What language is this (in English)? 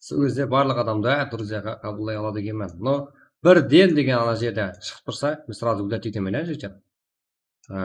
Kara-Kalpak